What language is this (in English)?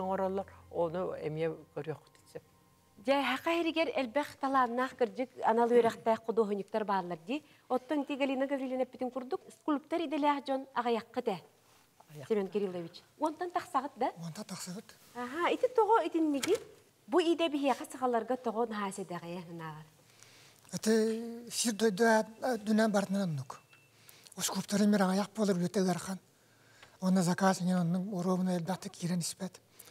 Yakut